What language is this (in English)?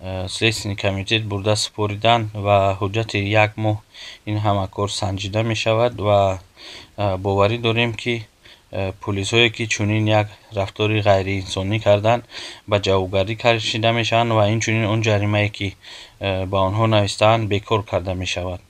Tajik